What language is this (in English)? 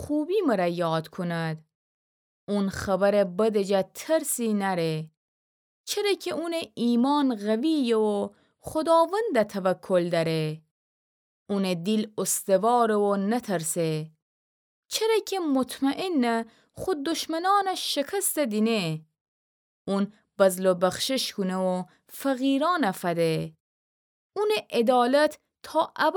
Gilaki